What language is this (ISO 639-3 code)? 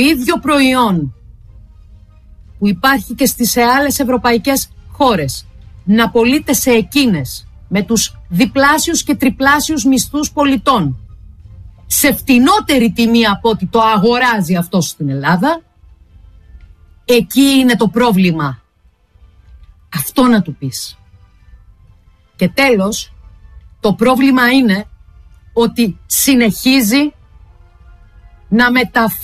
ell